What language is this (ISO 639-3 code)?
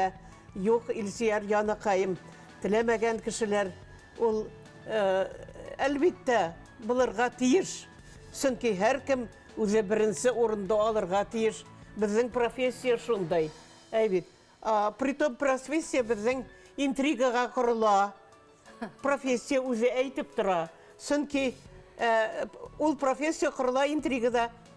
bak